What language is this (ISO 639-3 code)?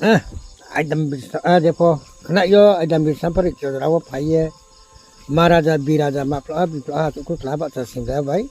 ria